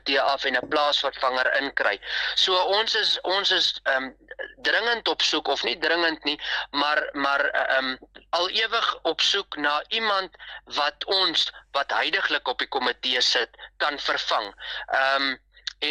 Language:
Afrikaans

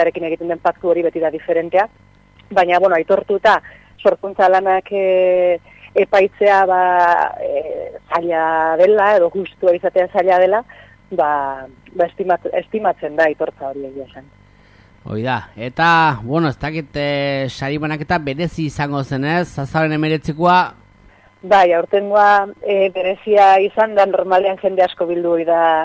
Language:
Basque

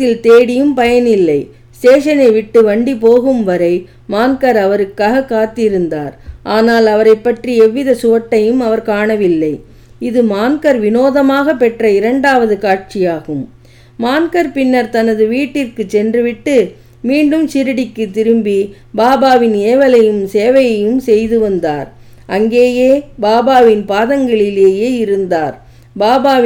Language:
Tamil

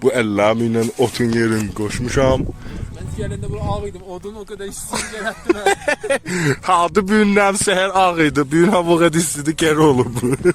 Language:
South Azerbaijani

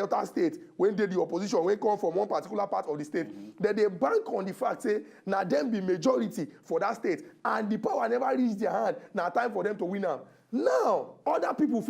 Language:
Nigerian Pidgin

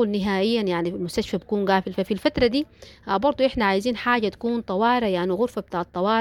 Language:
Sudanese Arabic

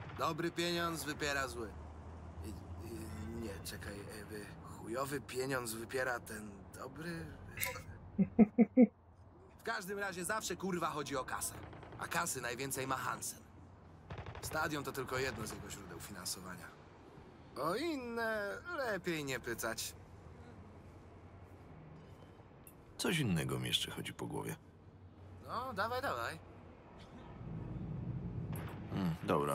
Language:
Polish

